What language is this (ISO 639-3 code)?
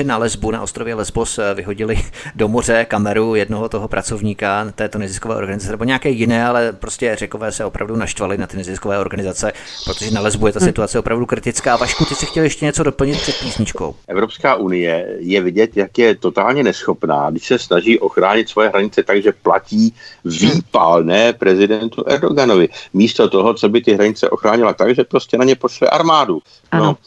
ces